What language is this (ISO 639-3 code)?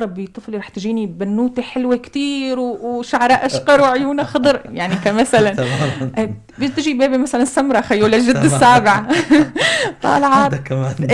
apc